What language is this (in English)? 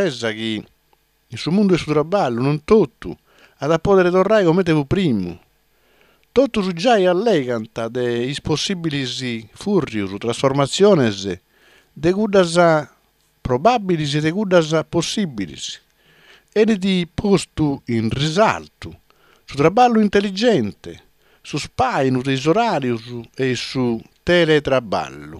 Sardinian